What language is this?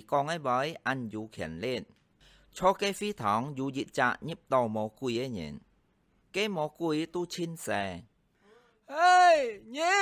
Hakka Chinese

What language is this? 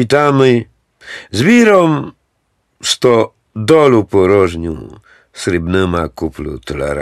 Rusyn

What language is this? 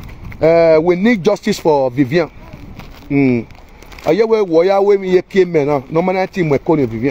Nigerian Pidgin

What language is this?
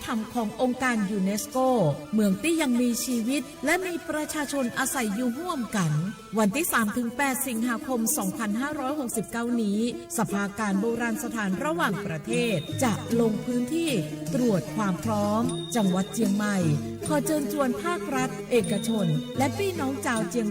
Lahu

